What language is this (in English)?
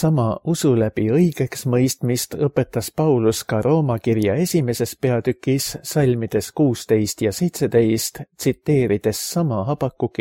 Estonian